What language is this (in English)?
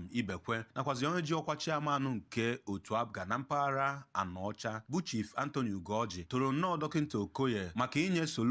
Igbo